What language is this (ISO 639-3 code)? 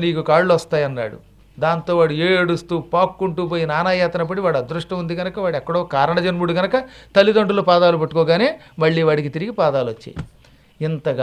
tel